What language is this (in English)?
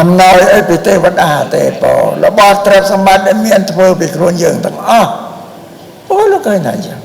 Khmer